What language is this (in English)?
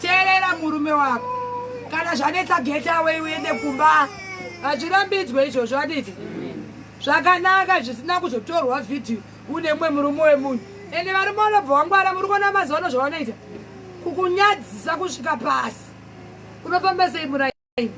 Shona